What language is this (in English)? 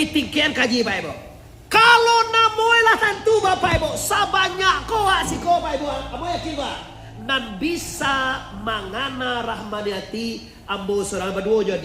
Minangkabau